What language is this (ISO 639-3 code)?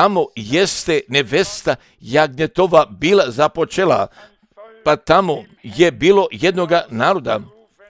hrv